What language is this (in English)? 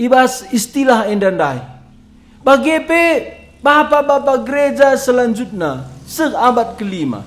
Batak Karo